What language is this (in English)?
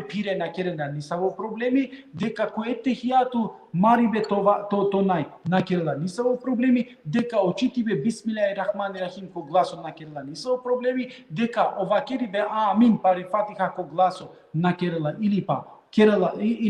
Balkan Romani